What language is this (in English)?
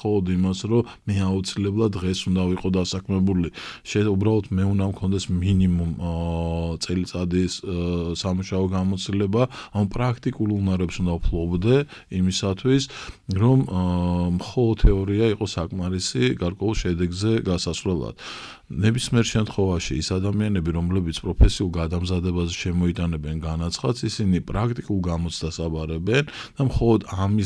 Georgian